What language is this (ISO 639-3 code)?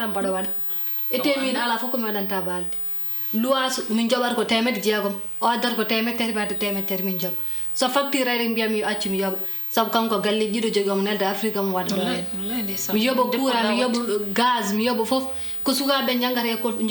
ful